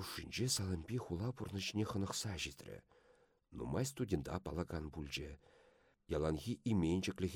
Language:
Chuvash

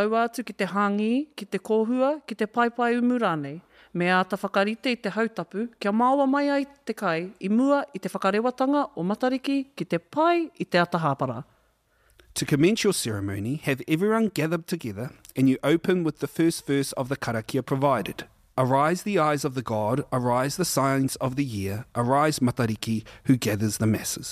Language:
Māori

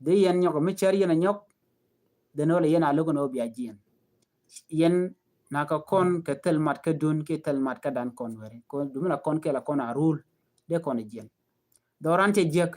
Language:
Nuer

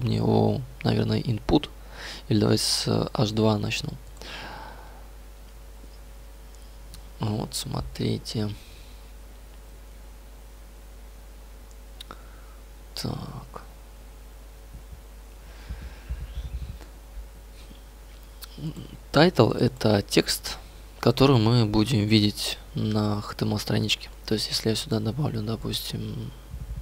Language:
Russian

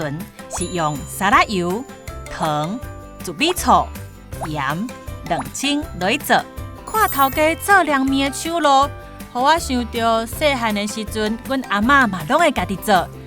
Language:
Min Nan Chinese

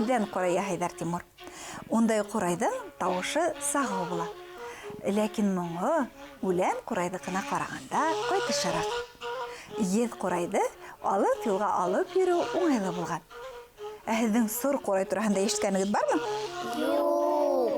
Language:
Bashkir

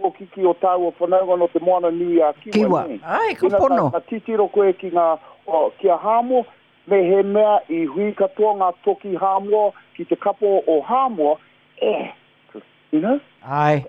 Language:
Māori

